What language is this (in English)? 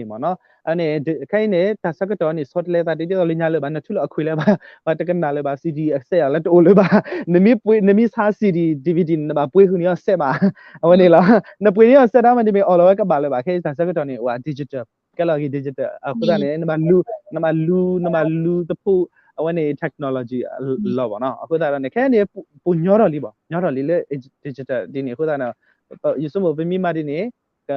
S'gaw Karen